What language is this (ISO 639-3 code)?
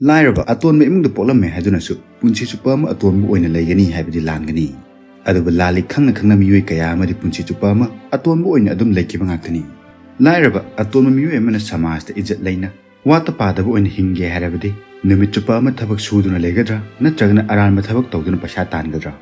mni